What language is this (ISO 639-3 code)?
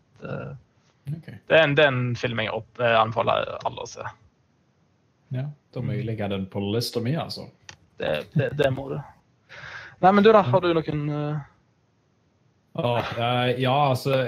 nor